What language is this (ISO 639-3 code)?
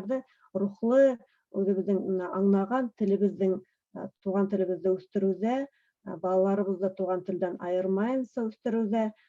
bak